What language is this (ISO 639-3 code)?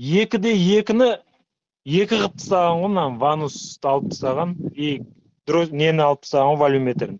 kaz